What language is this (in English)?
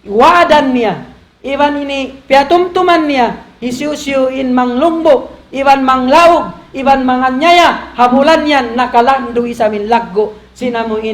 Tausug